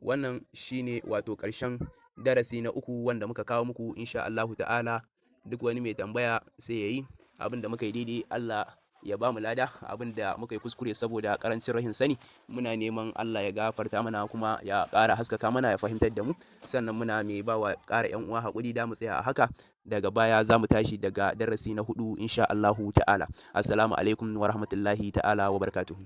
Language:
Hausa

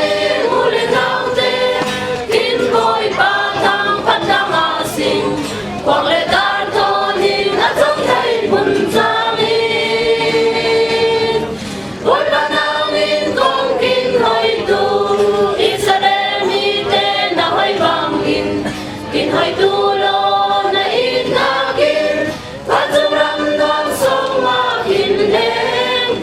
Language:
Falam Chin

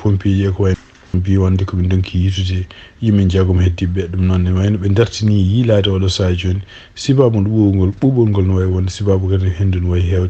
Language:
Fula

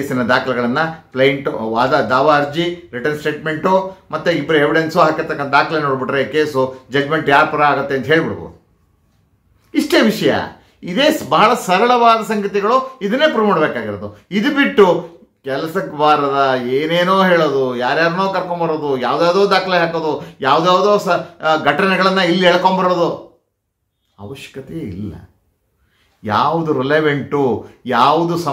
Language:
Kannada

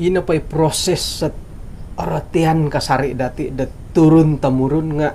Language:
Central Dusun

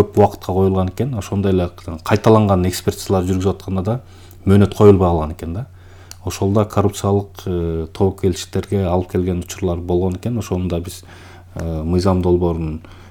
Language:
Kyrgyz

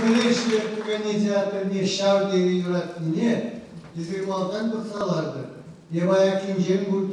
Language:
Chuvash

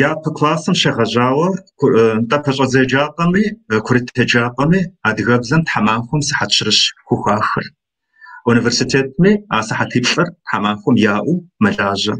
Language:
Kabardian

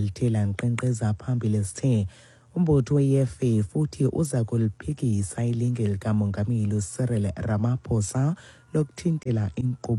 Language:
Xhosa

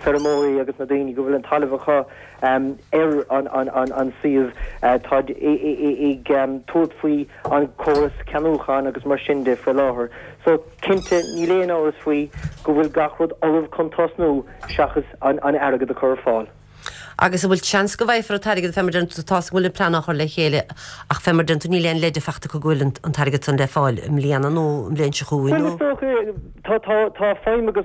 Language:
Irish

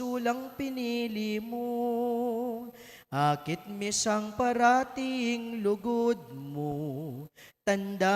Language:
Pampanga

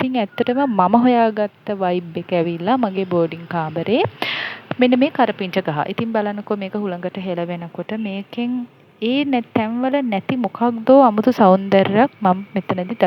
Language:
Sinhala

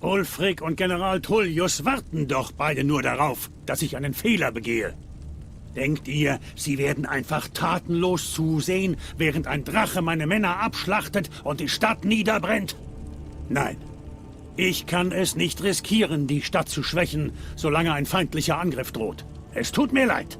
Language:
Swiss German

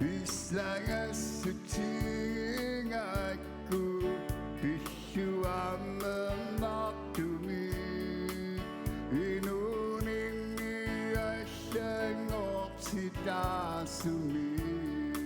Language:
Kalaallisut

